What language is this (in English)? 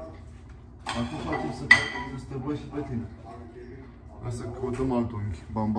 Romanian